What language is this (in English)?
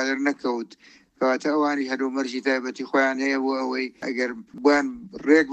Central Kurdish